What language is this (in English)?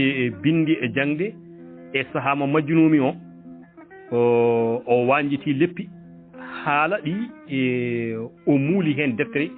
Fula